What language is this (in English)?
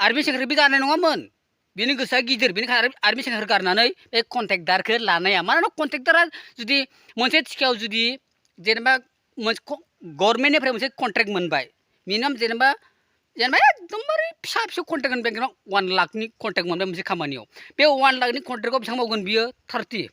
Bodo